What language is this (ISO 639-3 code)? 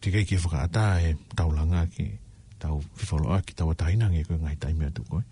ton